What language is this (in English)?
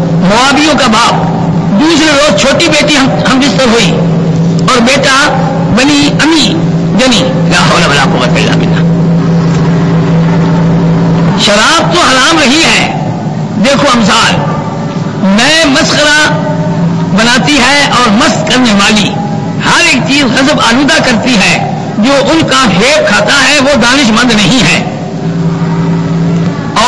Urdu